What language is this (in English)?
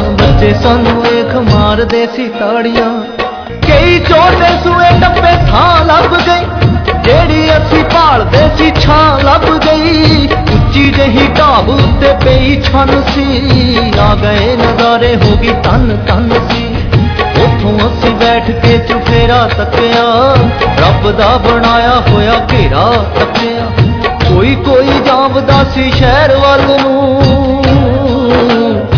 Punjabi